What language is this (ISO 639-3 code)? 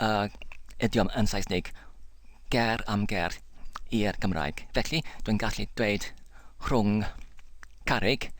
cym